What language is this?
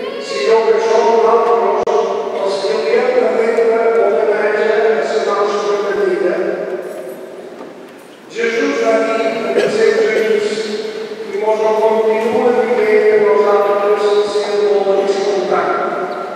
Catalan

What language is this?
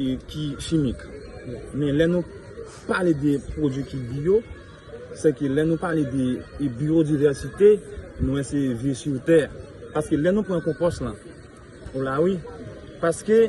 Haitian Creole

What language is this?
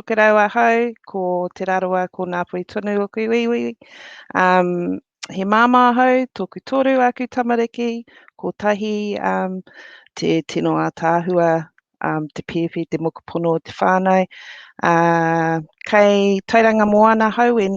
Māori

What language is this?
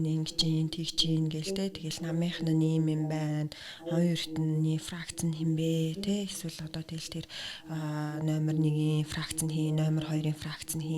Mongolian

